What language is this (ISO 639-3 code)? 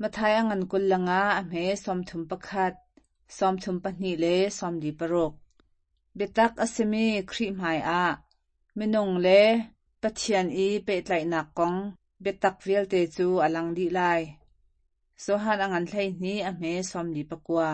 cnh